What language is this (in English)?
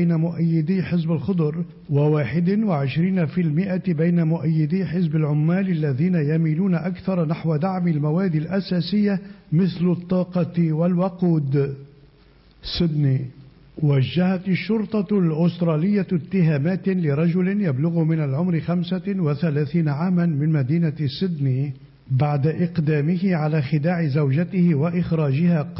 Arabic